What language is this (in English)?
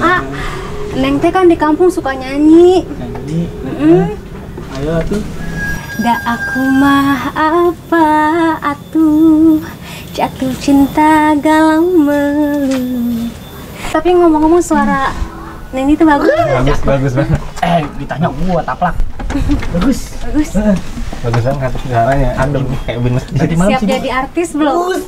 Betawi